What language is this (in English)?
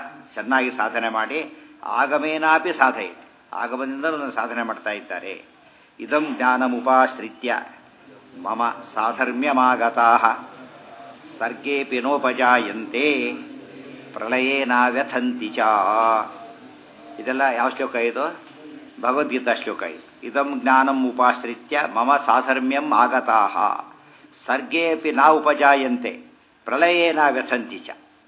Kannada